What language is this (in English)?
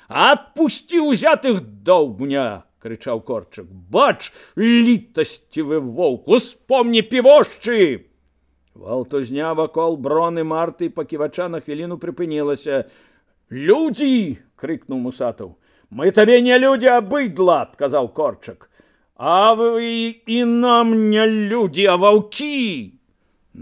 Belarusian